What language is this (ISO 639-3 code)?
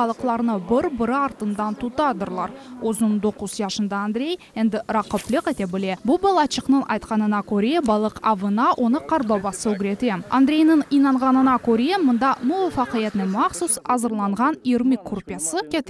crh